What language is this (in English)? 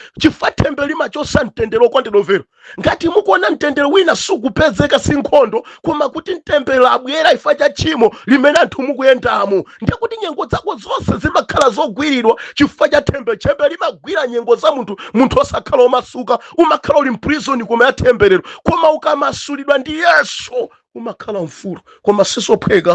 Nyanja